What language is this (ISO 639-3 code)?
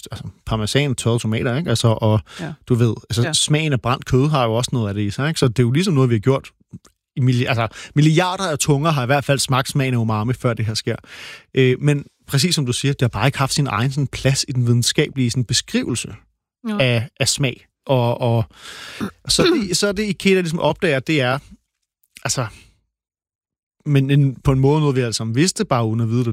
dan